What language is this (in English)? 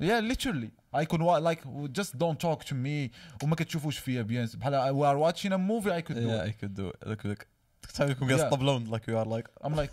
Moroccan Arabic